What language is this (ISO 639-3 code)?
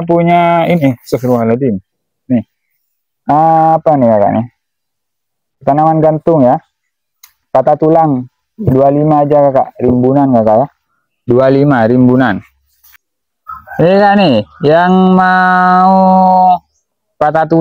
ind